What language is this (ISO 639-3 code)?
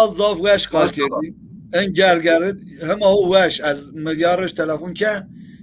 zza